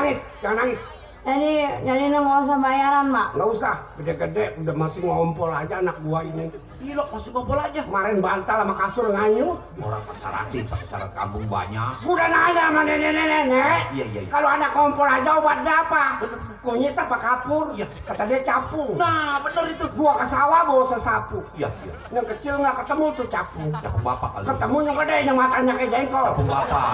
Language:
Betawi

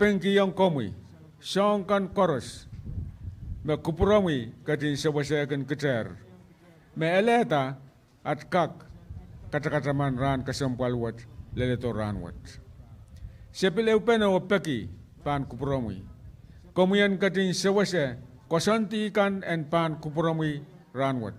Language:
Pohnpeian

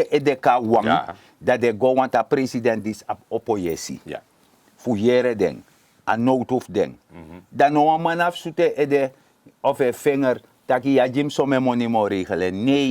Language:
Sranan Tongo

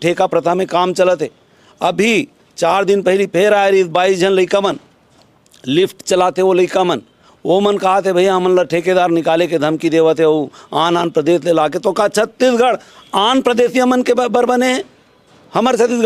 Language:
Chhattisgarhi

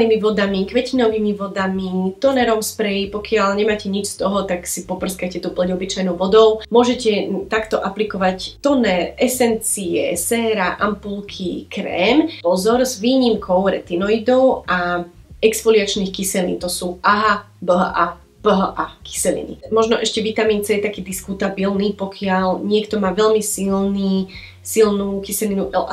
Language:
Slovak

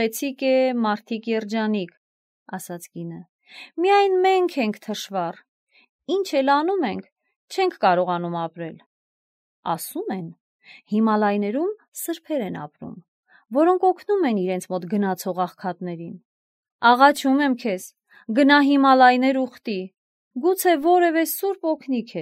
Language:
Armenian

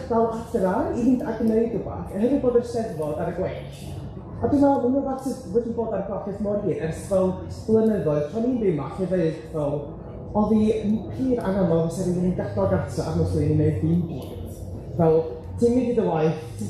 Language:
Welsh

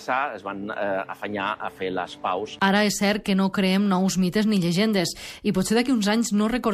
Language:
Catalan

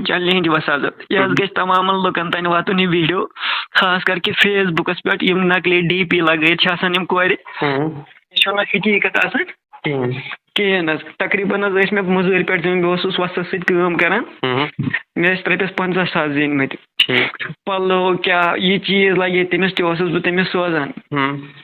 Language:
Kashmiri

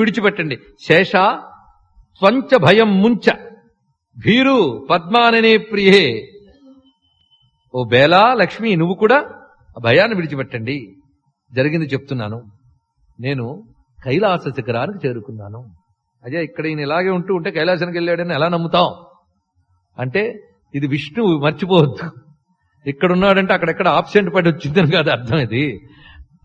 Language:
Telugu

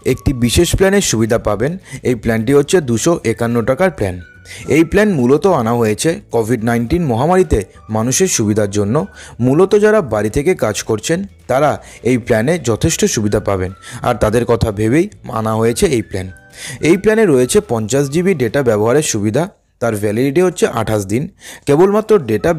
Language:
Bangla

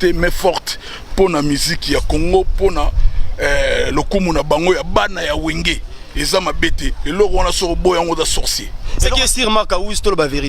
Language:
Lingala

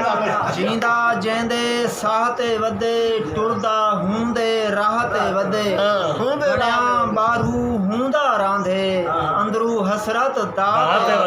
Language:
Saraiki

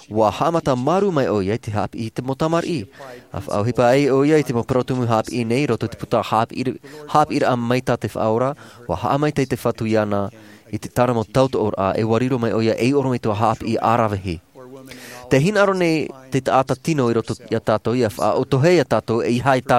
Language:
Tahitian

